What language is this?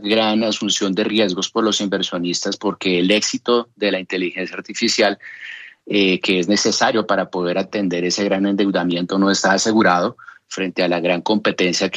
Spanish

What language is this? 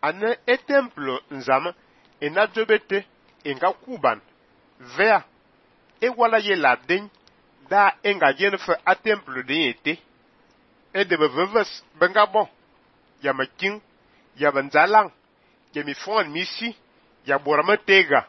Fang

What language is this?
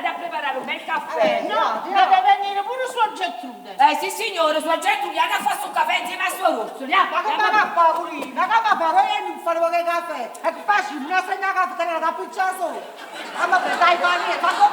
Neapolitan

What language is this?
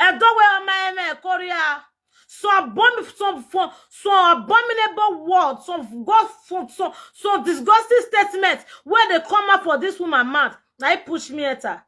Nigerian Pidgin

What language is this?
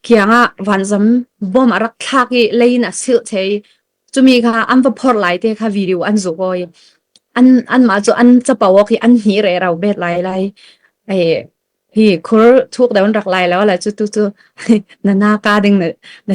Falam Chin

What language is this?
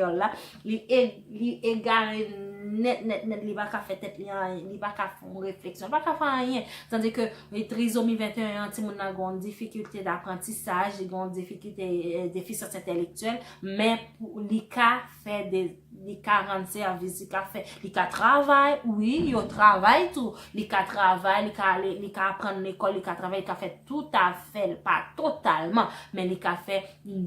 Haitian Creole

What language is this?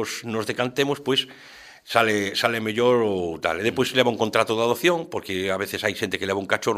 Galician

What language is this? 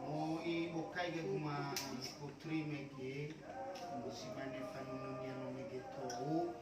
Nias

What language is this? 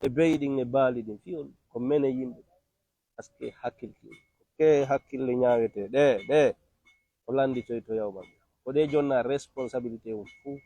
Fula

